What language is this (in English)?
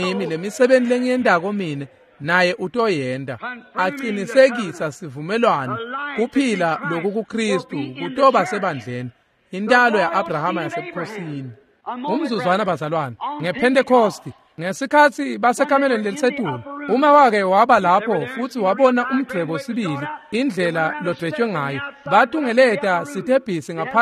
Swati